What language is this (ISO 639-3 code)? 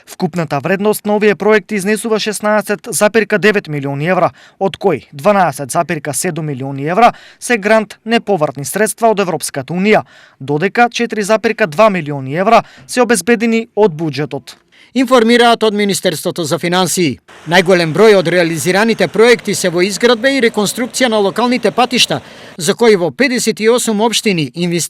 mkd